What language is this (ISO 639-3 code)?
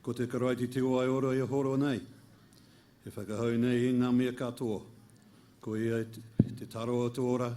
mri